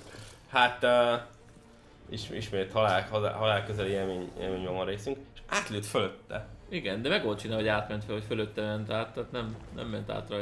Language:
Hungarian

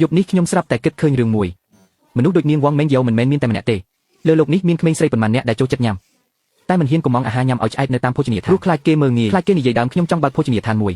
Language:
Khmer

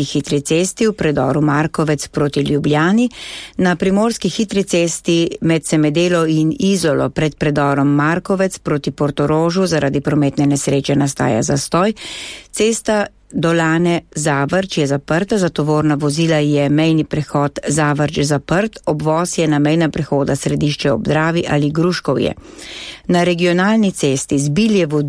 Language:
Slovenian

